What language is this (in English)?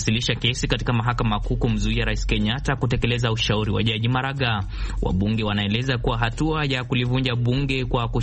Swahili